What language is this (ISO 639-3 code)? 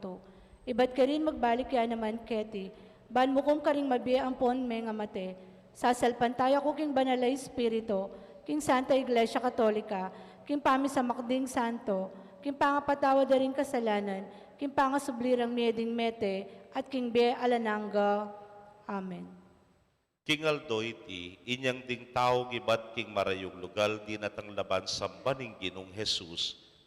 pam